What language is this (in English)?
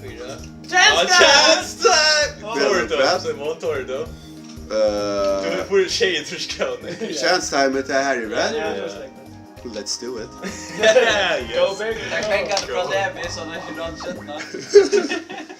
Faroese